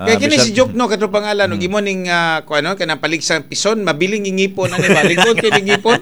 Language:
Cebuano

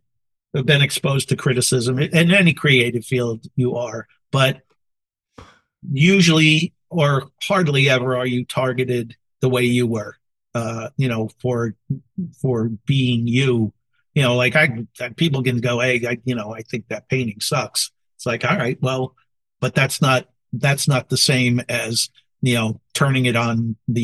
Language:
English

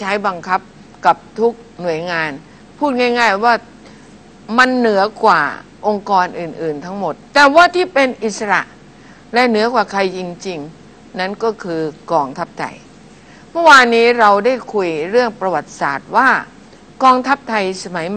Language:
Thai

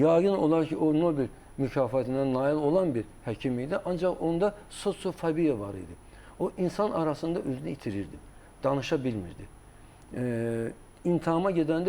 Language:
Azerbaijani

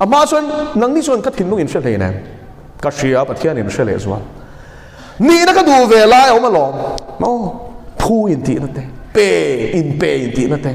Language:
Mizo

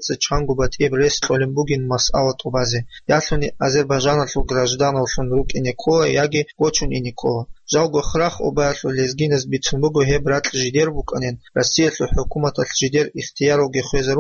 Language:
Avaric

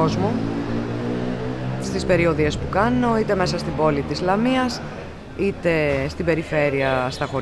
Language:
Greek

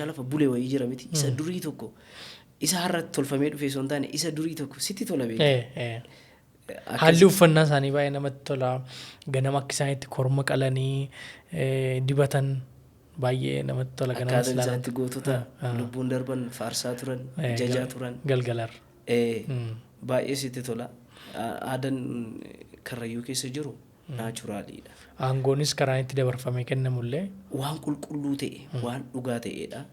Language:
Oromo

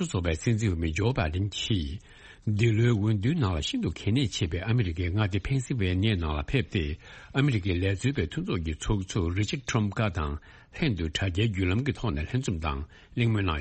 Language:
Tibetan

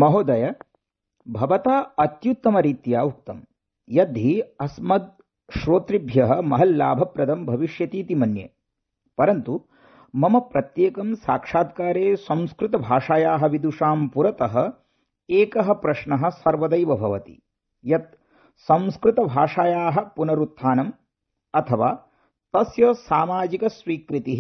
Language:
Sanskrit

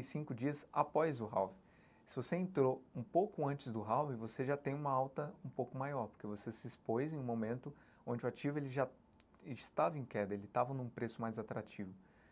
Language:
Portuguese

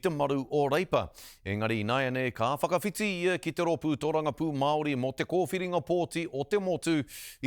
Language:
Māori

